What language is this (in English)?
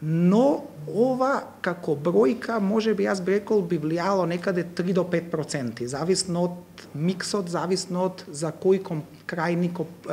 Macedonian